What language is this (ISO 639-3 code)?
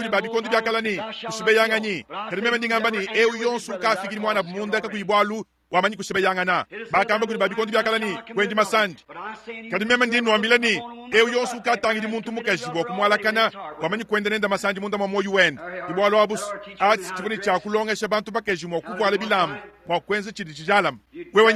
lua